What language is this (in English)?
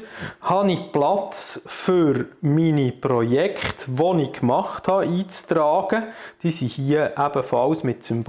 Swiss German